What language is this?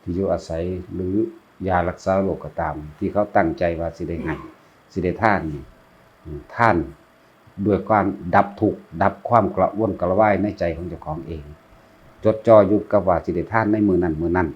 Northeastern Thai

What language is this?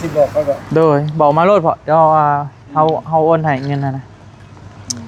Northeastern Thai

